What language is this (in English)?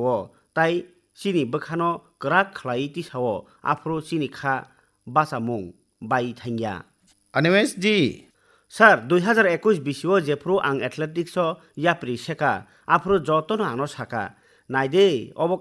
Kok Borok